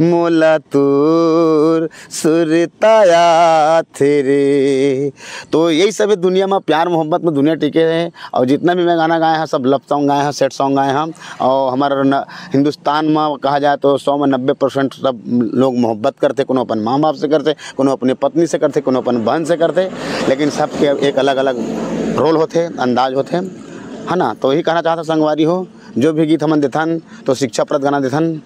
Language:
Chhattisgarhi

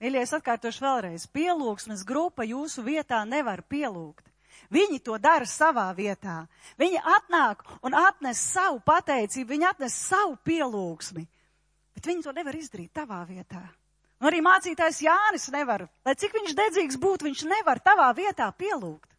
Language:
Latvian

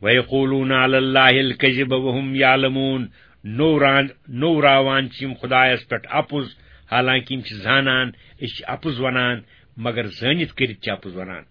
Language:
Kashmiri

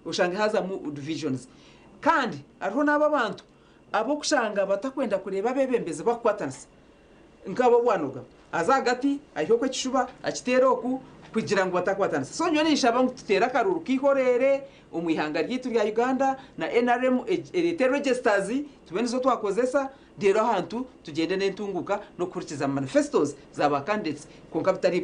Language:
Nyankole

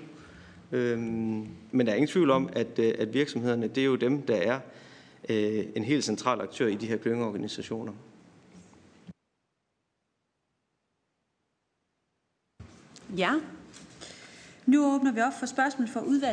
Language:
Danish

